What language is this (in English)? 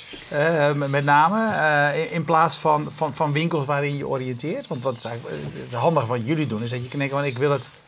Dutch